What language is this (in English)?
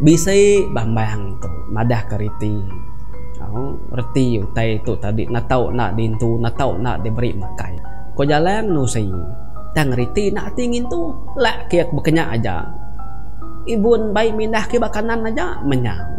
Iban